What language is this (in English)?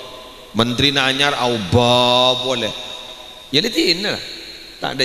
Madurese